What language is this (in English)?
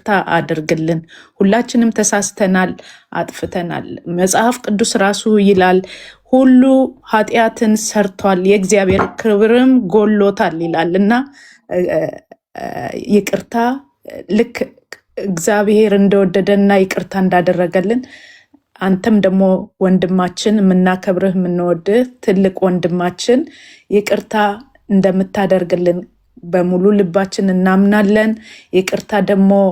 Amharic